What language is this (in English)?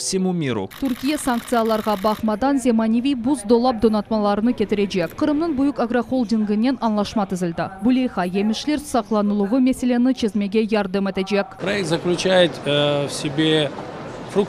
Crimean Tatar